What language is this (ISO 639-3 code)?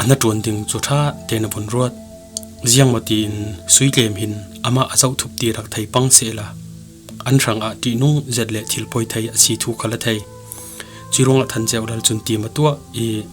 cfm